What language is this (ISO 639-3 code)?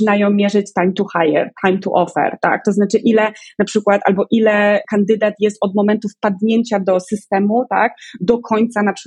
pol